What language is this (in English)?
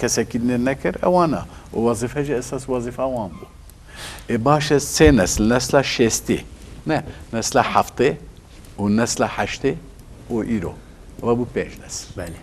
Kurdish